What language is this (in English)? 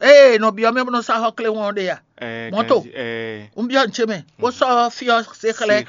Fon